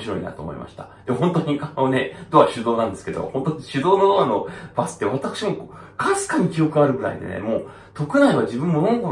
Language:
Japanese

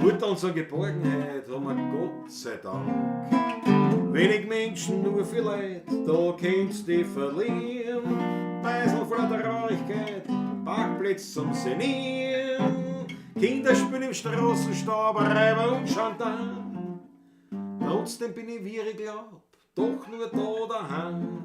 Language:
Bavarian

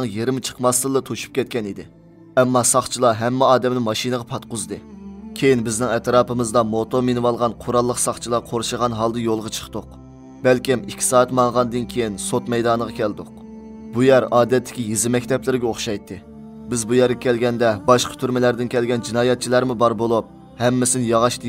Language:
Uyghur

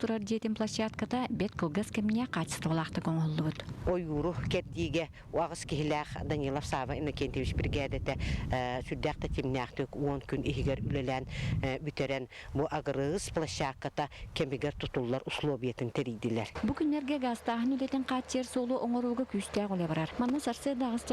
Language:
Yakut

